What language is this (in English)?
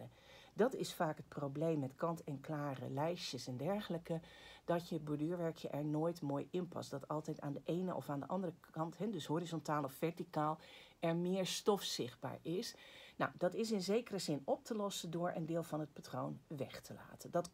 Dutch